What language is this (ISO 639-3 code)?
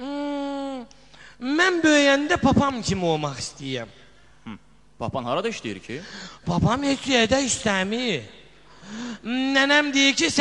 aze